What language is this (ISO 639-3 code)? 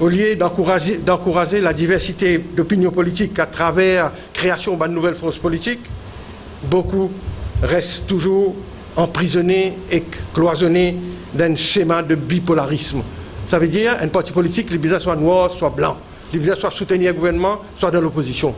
mfe